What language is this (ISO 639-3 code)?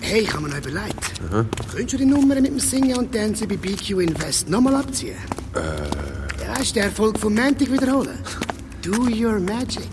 gsw